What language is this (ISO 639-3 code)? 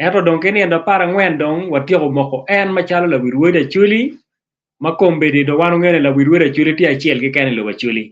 ach